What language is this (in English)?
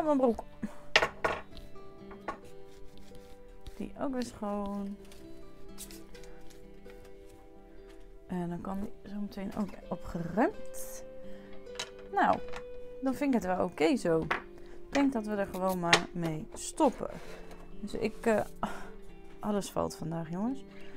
Dutch